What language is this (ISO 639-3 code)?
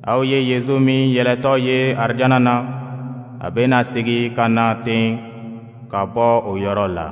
dyu